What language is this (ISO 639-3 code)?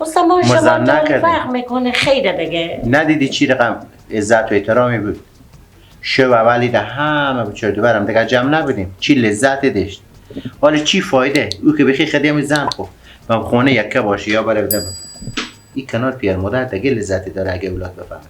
fas